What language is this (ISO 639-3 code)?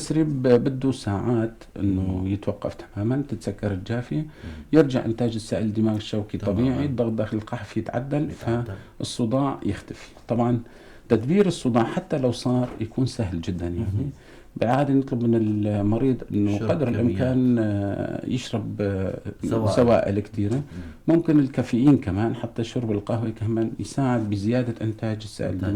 apc